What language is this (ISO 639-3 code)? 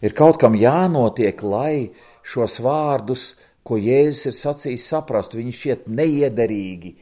lav